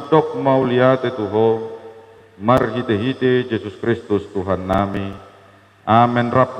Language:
Batak Toba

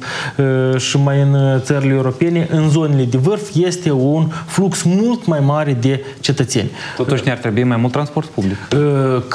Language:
Romanian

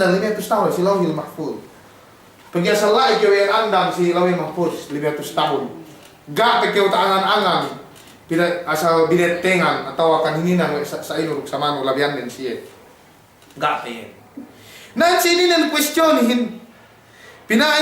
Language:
Yakan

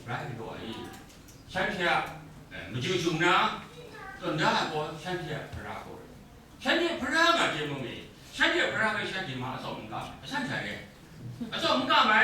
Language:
Kachin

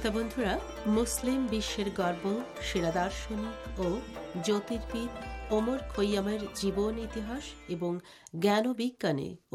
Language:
Bangla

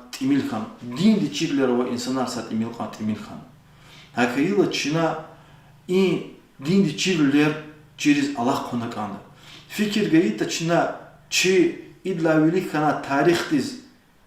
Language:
Lezghian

